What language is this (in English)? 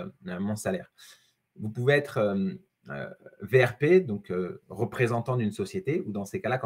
French